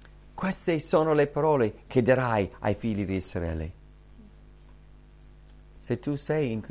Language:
Italian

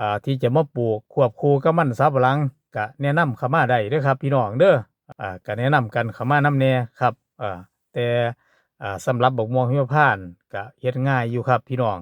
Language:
Northeastern Thai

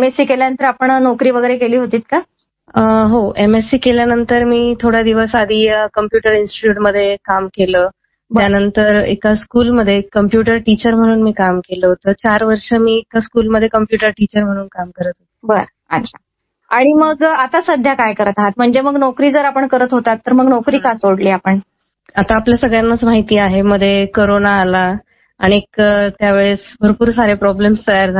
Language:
Marathi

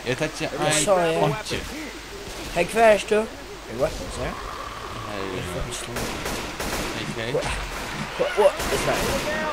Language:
Faroese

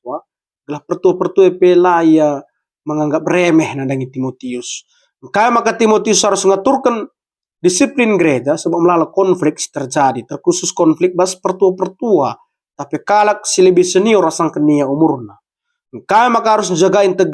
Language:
Batak Karo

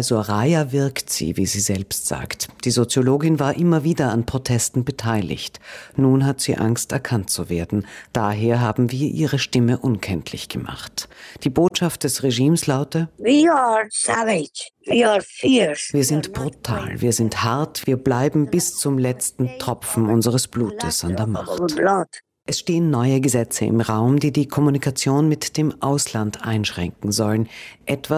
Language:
German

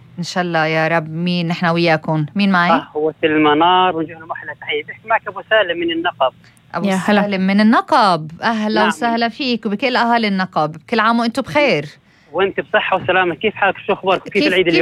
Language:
North Levantine Arabic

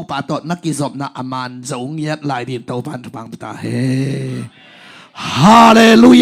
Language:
Tedim Chin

